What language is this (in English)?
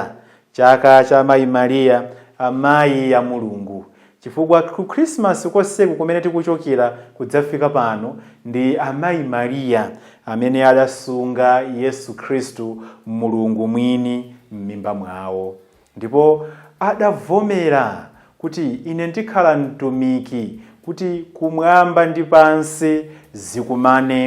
Nyanja